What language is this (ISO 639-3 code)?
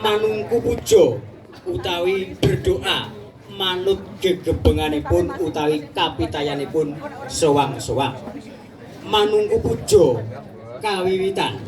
jav